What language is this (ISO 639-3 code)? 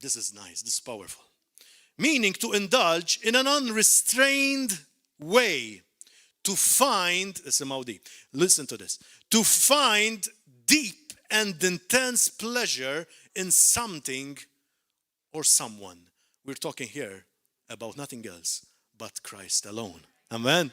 eng